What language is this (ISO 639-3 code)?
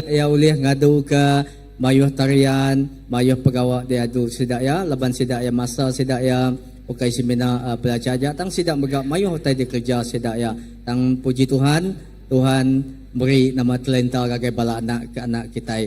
iba